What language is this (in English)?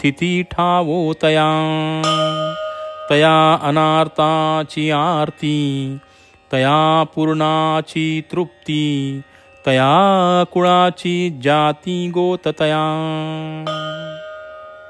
Marathi